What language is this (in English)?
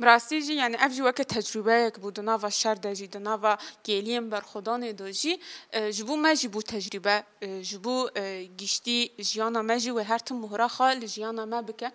Kurdish